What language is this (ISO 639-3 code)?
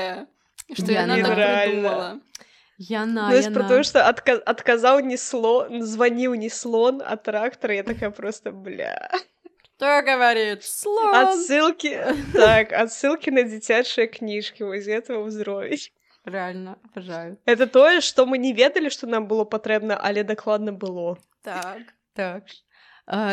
bel